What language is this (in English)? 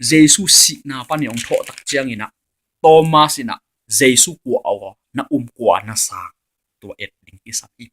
Tedim Chin